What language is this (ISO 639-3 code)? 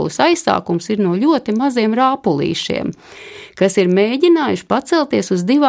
lav